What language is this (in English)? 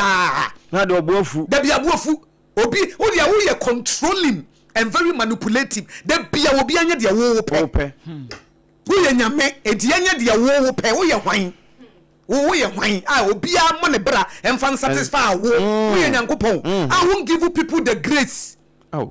Akan